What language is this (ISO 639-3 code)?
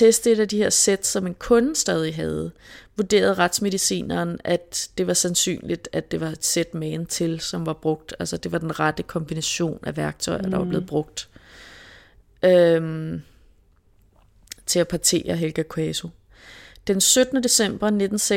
dan